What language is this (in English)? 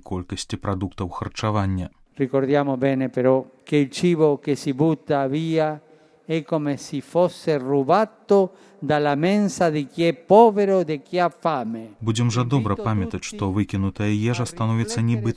Belarusian